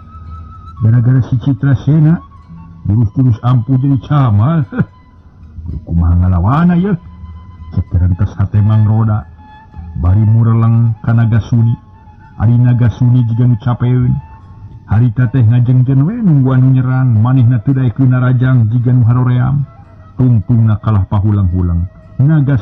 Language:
Sundanese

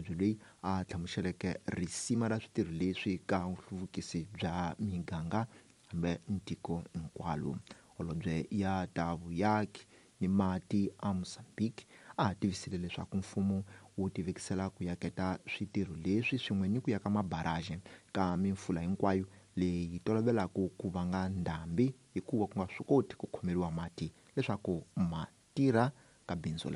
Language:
Tsonga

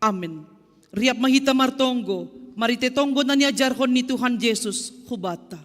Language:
Batak Simalungun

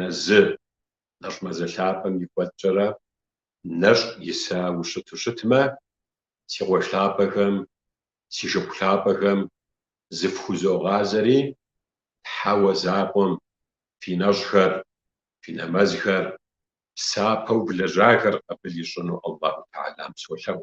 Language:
Kabardian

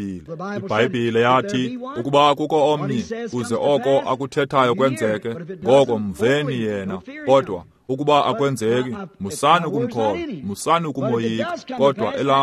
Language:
Xhosa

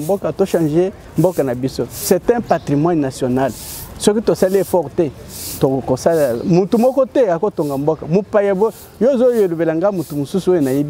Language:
French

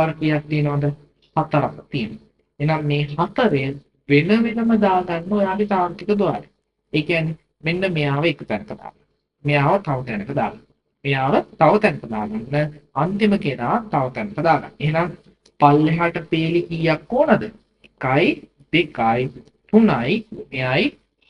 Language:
Sinhala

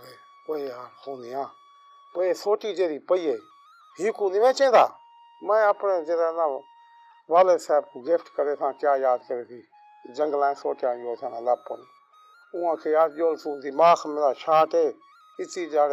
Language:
Saraiki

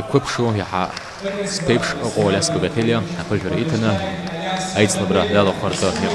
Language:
Abkhazian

